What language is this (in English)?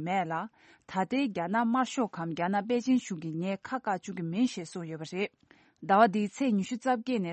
Tibetan